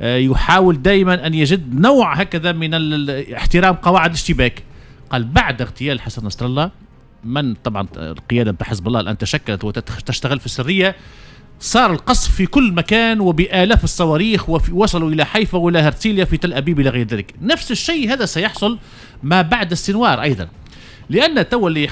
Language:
Tunisian Arabic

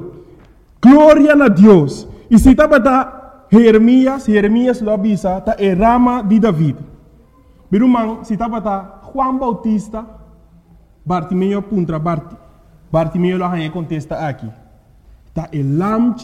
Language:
Papiamento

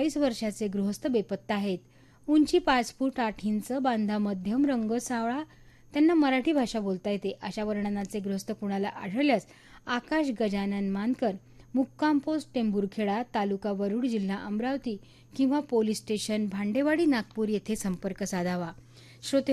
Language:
Marathi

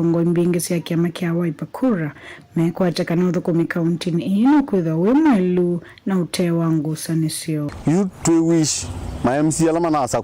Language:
Kamba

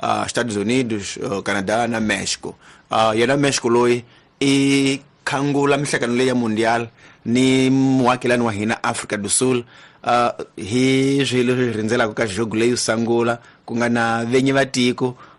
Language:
Tsonga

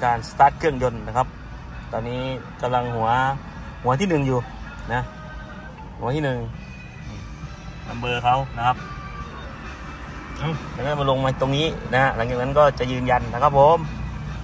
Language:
Thai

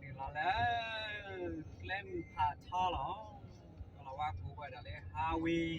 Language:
S'gaw Karen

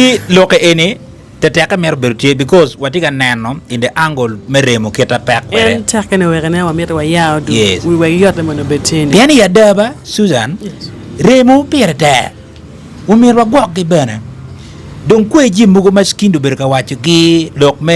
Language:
Acoli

